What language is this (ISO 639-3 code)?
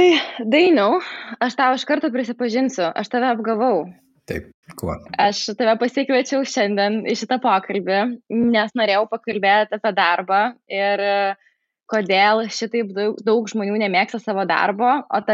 lit